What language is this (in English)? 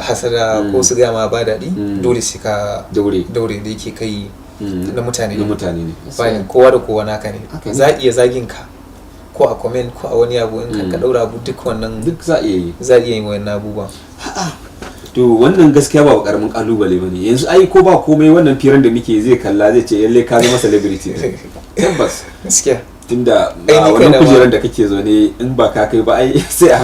Hausa